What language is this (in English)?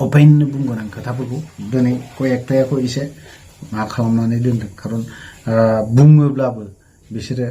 Bodo